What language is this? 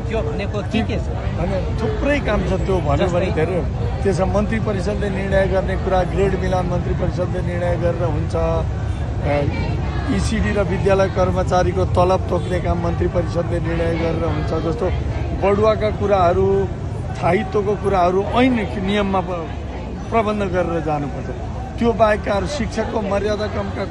Nepali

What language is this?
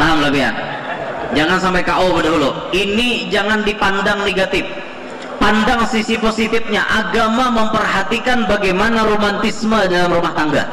Banjar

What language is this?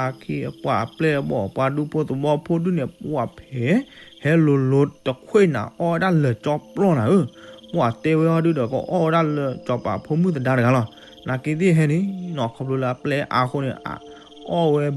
S'gaw Karen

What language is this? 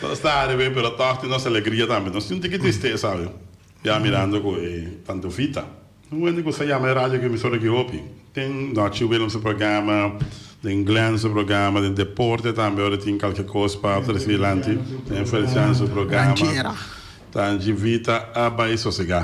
Papiamento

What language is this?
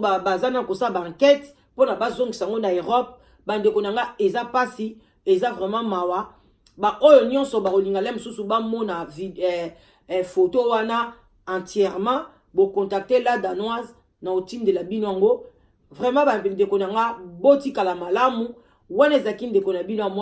Lingala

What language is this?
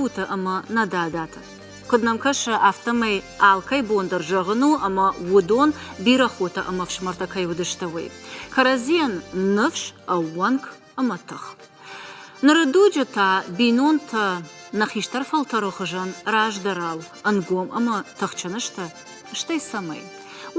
Ossetic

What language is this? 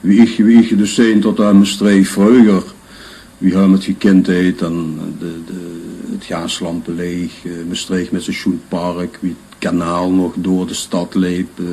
Limburgish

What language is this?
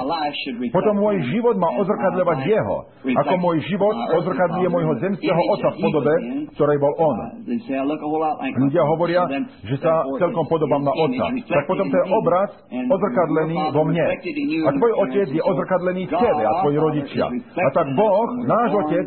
Slovak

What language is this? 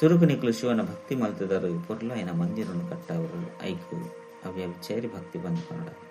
Tulu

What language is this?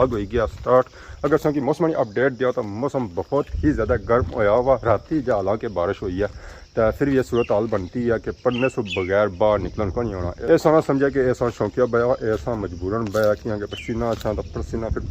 Pahari-Potwari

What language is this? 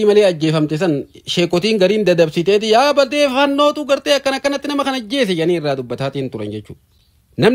Oromo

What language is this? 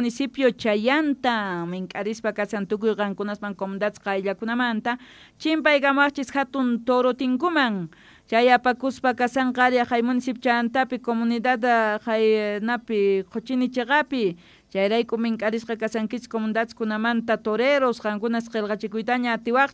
South Bolivian Quechua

